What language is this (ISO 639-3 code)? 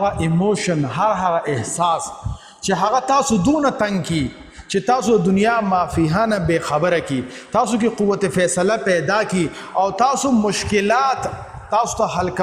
pus